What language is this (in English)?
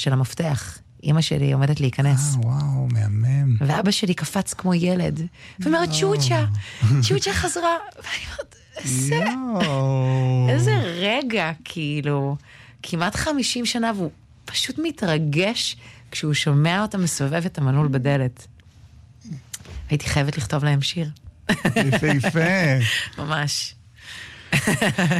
Hebrew